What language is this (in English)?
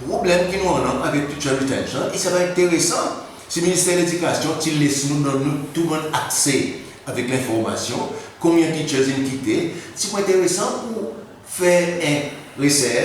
Seselwa Creole French